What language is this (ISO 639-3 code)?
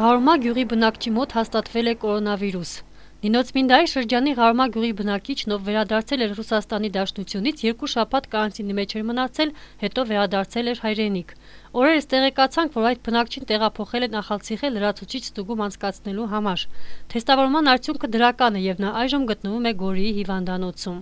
hye